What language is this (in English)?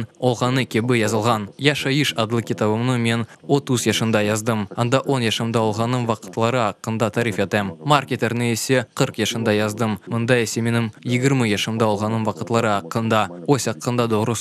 Crimean Tatar